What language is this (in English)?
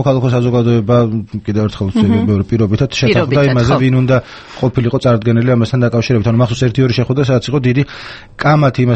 Georgian